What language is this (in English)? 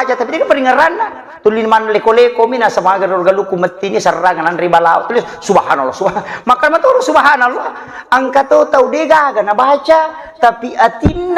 Buginese